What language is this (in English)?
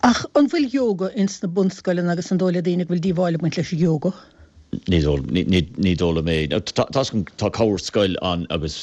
Irish